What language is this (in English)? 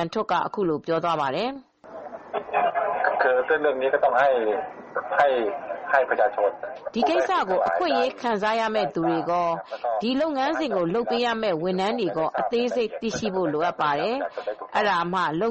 Burmese